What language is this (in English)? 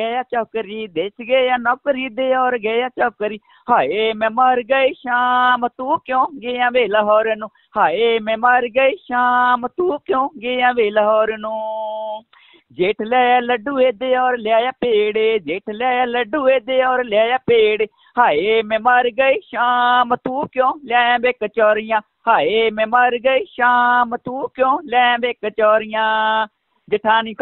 Punjabi